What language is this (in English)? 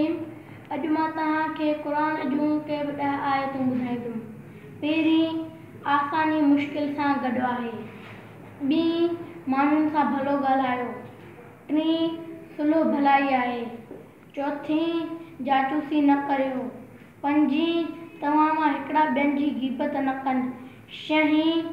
Sindhi